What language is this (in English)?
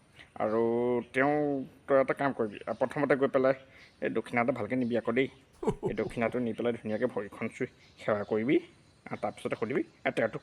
Assamese